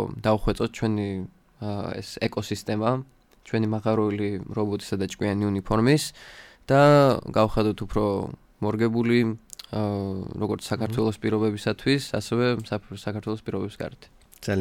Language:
Georgian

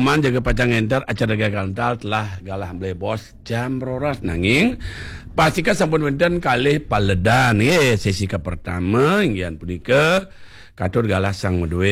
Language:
Balinese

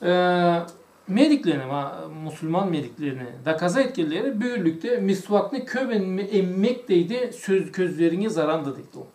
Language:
Karachay-Balkar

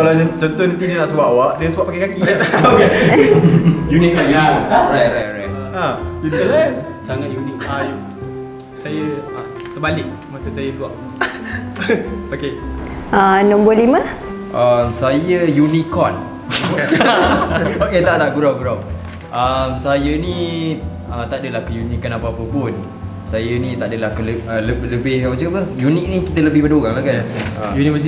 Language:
Malay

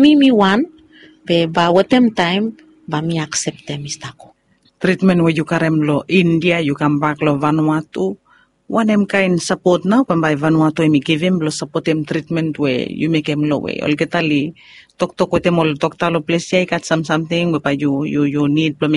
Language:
Bislama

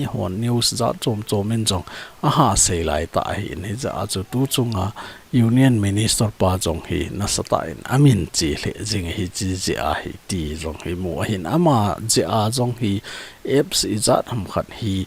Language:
Thado Chin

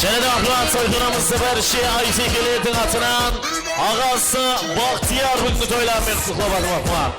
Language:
Kara-Kalpak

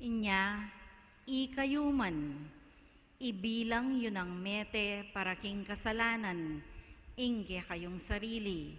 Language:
Pampanga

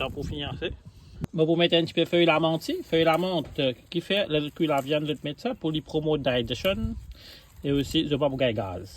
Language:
Morisyen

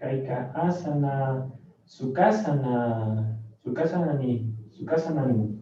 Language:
Chimborazo Highland Quichua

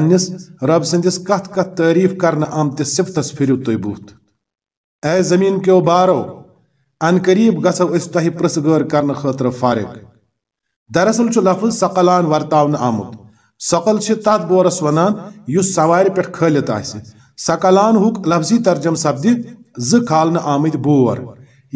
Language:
Kashmiri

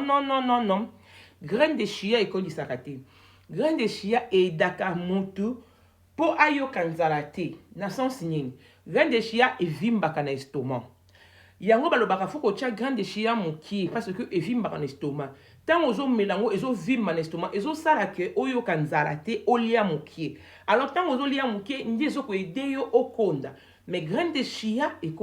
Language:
Lingala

